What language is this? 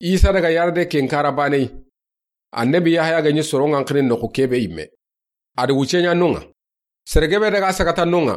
Soninke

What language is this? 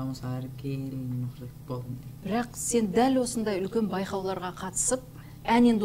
Kazakh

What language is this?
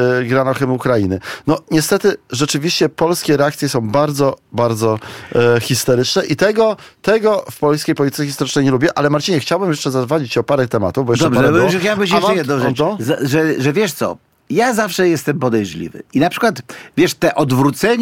Polish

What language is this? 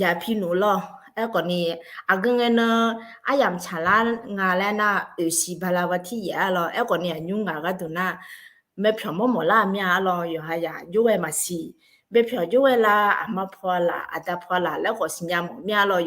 Akha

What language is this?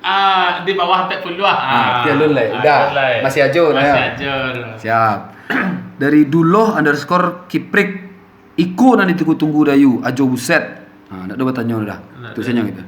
Minangkabau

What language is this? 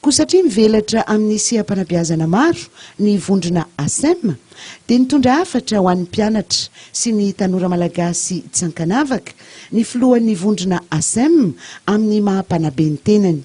Malagasy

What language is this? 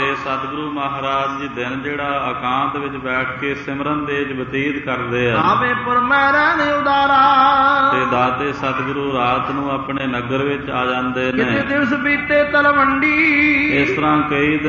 Punjabi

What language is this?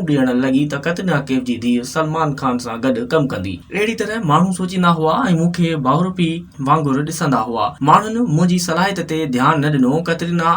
Sindhi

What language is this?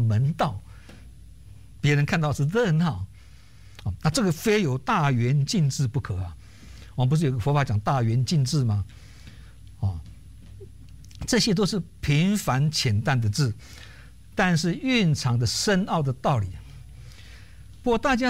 Chinese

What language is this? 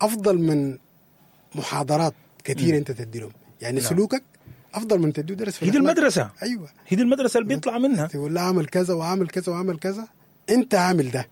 Sudanese Arabic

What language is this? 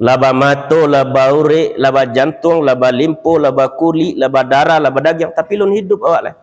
Minangkabau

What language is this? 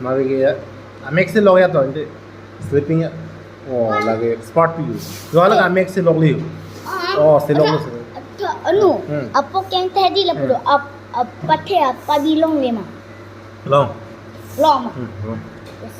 Karbi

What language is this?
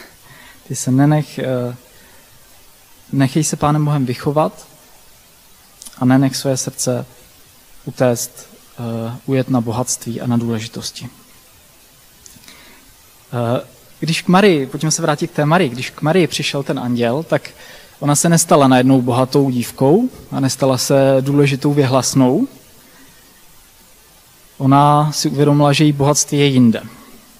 Czech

